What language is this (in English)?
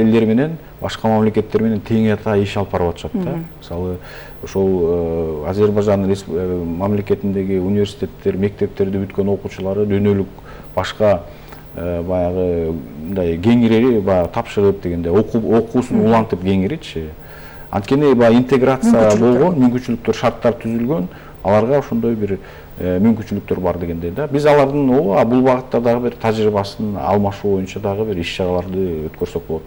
Kyrgyz